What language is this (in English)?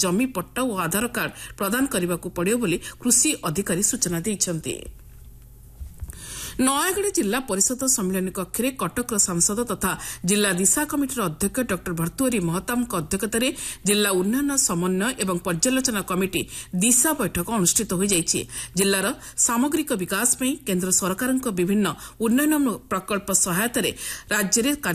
Odia